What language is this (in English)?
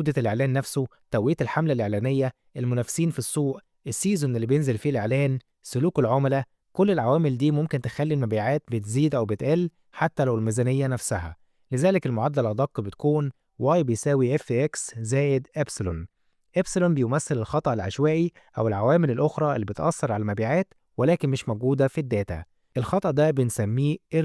Egyptian Arabic